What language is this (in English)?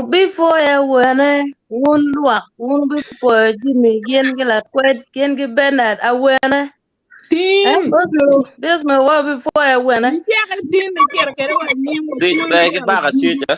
Acoli